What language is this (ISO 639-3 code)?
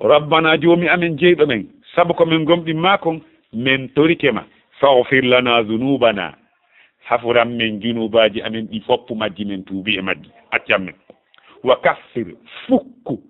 ful